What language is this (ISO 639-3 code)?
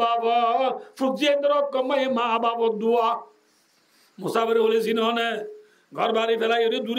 rhg